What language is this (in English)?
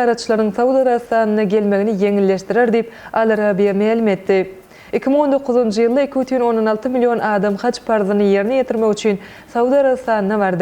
Turkmen